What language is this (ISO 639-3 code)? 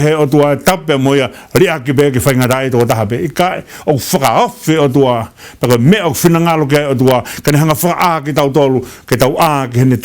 ton